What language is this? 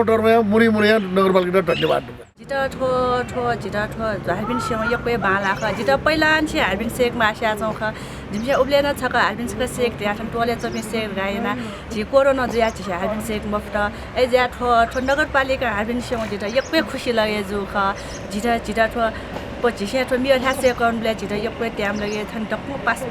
Newari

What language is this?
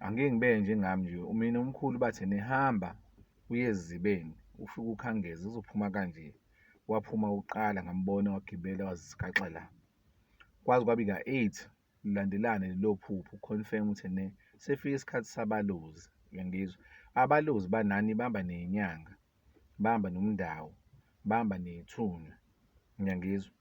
Zulu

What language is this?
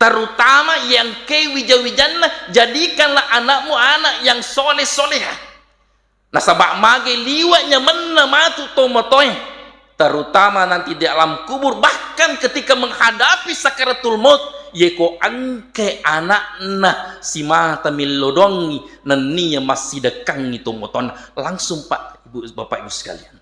Buginese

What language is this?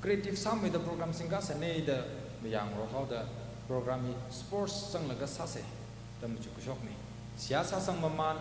Tangkhul Naga (India)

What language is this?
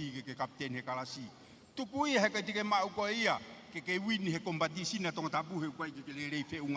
Tongan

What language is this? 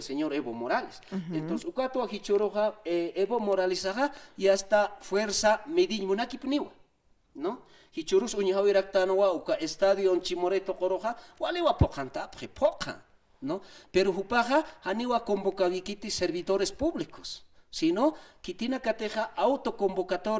Aymara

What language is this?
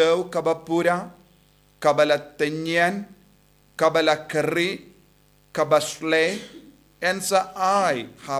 Khasi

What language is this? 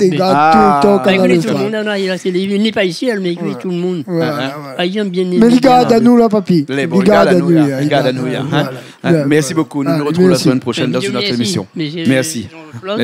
Réunion Creole French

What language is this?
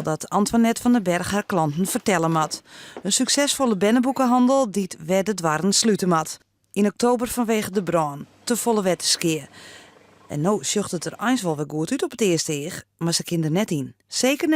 Western Frisian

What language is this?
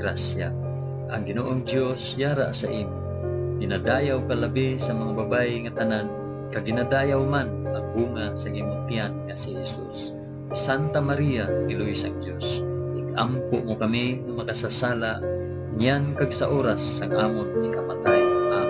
Hiligaynon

